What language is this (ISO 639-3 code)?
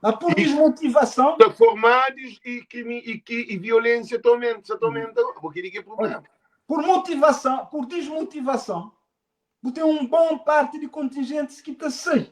kea